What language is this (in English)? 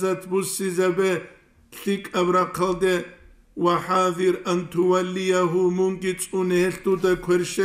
Avaric